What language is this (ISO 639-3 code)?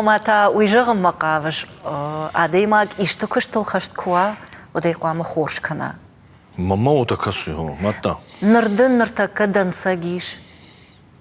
oss